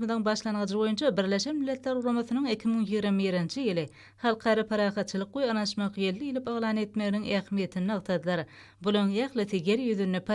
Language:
Turkmen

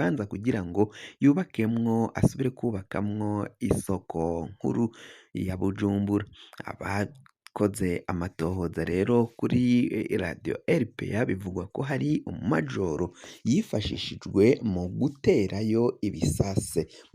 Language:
Rundi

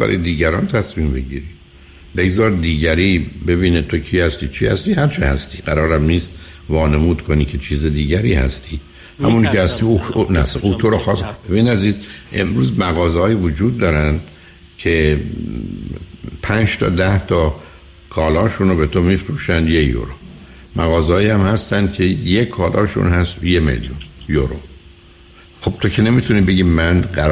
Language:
Persian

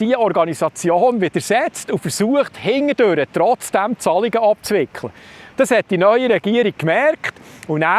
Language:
Swiss German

